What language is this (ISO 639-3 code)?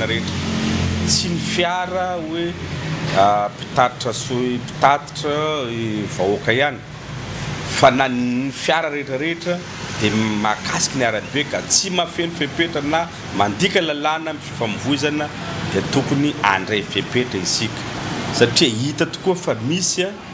mlg